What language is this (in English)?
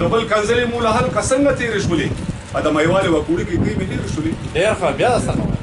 Pashto